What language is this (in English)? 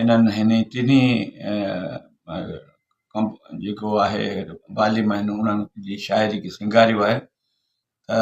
Sindhi